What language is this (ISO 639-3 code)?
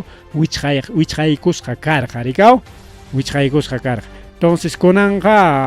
quy